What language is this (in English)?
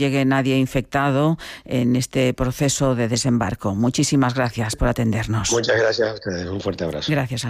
Spanish